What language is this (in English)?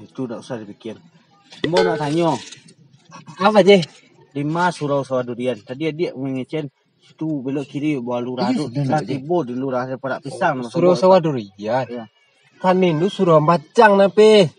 Minangkabau